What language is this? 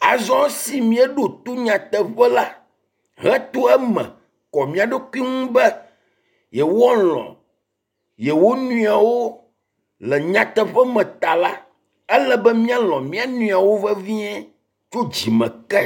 Ewe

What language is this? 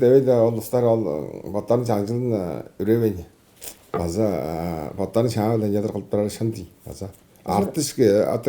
Tuvinian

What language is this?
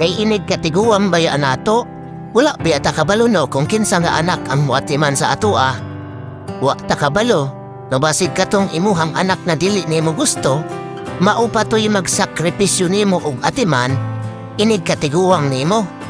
Cebuano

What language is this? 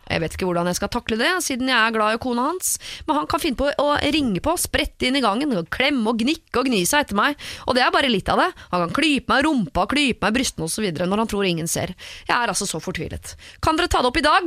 Norwegian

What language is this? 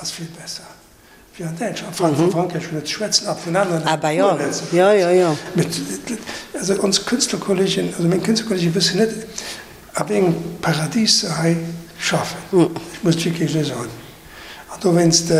Luxembourgish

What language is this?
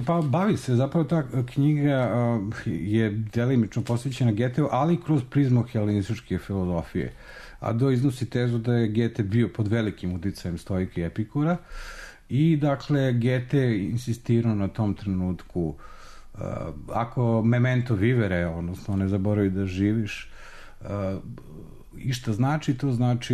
Serbian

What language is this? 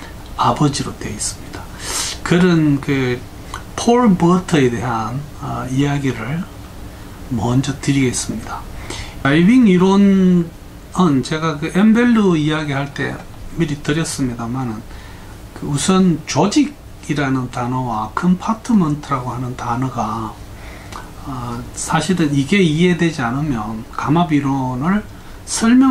Korean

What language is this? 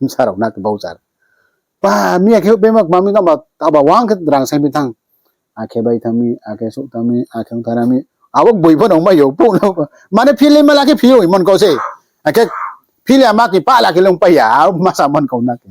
Riang (India)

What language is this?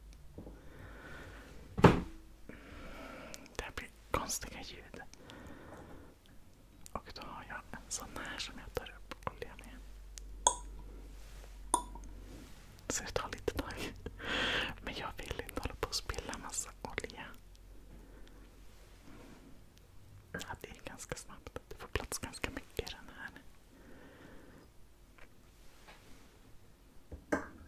Swedish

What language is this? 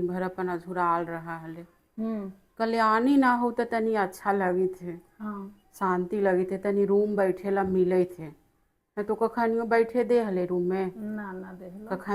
Magahi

